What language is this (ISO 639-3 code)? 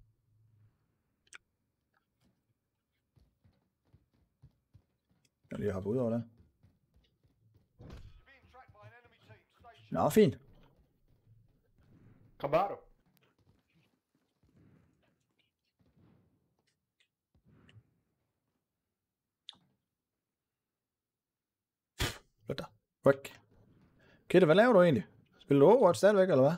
dan